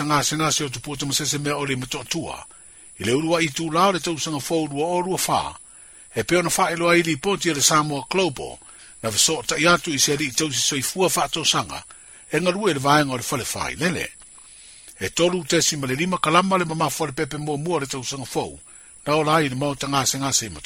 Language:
Samoan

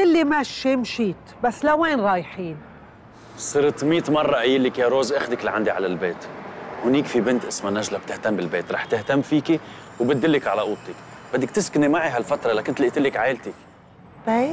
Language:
North Levantine Arabic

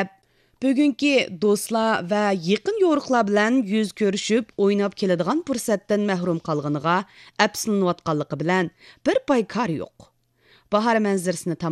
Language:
Uyghur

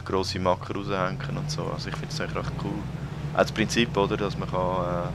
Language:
Swiss German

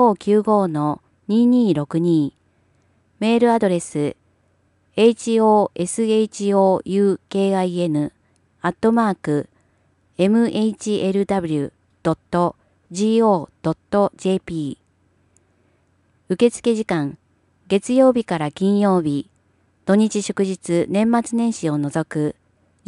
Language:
Japanese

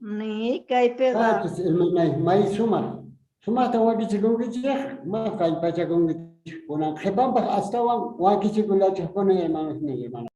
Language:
Quechua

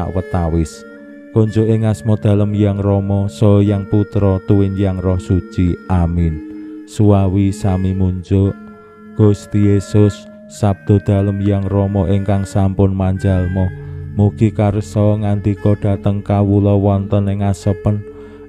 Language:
Javanese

